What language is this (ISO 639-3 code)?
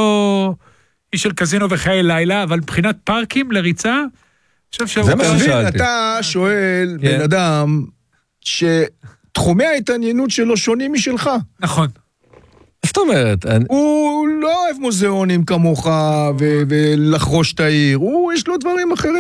heb